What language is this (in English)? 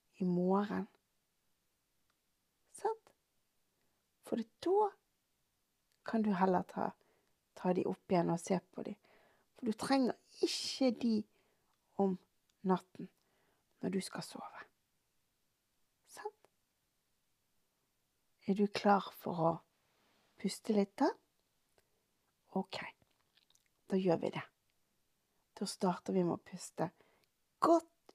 Norwegian